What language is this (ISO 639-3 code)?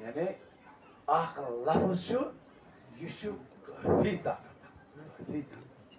kas